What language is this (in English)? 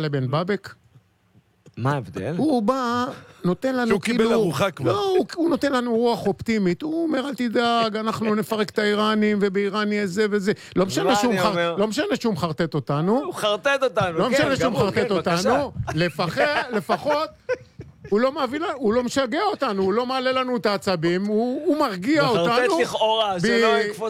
Hebrew